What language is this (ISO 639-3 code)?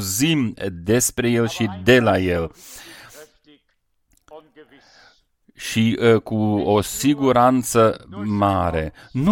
ron